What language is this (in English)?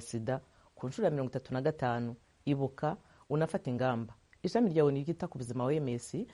Kinyarwanda